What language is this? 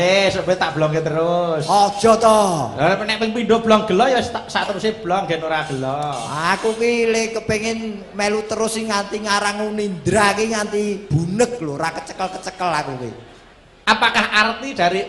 Javanese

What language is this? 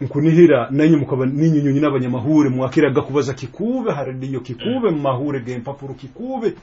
Nyoro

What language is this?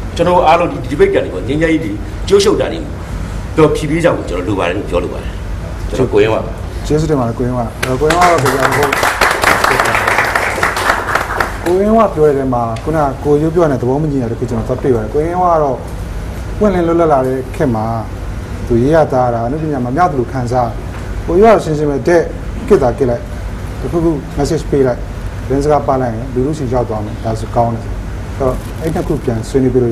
Burmese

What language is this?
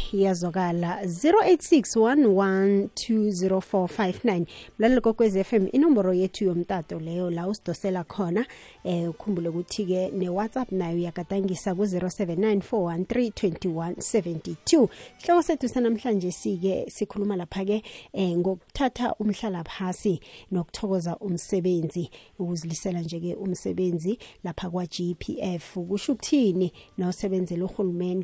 South Ndebele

